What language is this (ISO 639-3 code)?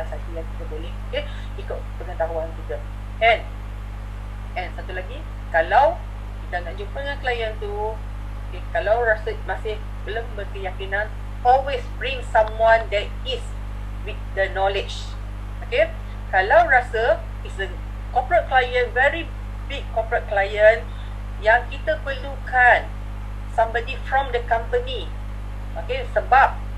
msa